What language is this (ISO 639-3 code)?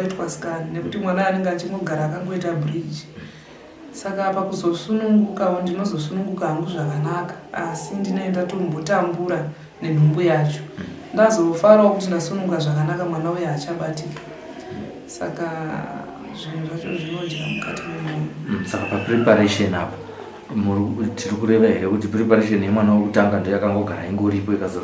sna